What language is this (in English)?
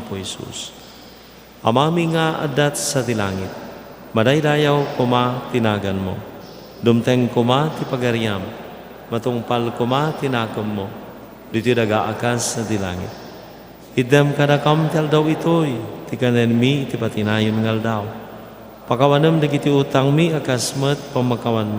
Iloko